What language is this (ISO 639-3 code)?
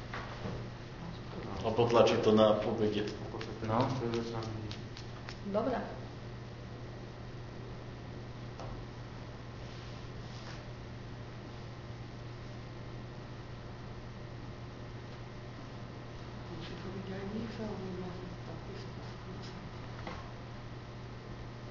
slk